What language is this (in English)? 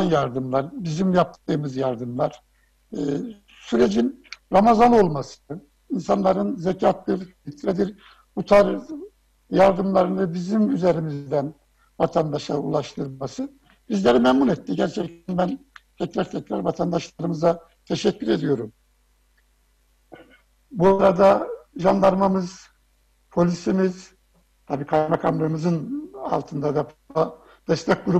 Turkish